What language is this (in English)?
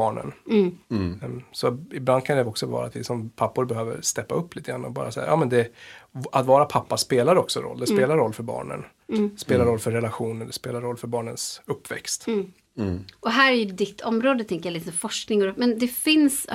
Swedish